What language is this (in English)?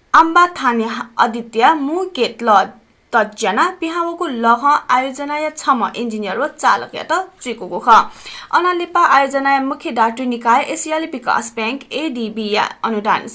Newari